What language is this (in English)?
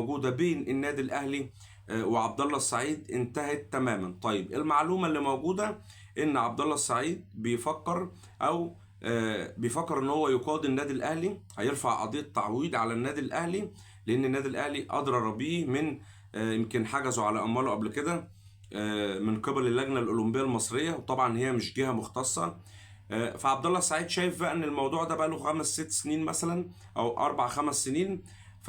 Egyptian Arabic